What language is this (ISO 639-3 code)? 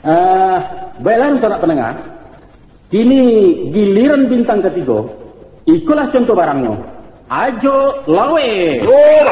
min